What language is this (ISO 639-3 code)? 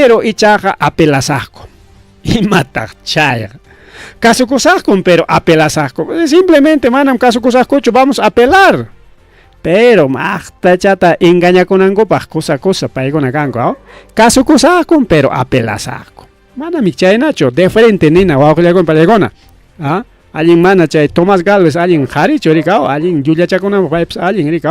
quy